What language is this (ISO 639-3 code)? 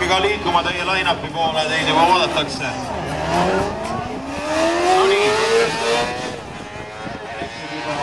est